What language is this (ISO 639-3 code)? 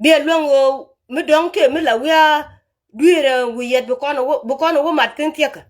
nus